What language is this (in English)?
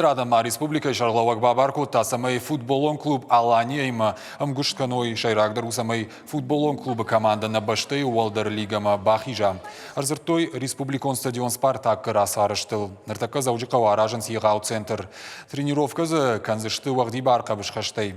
Ossetic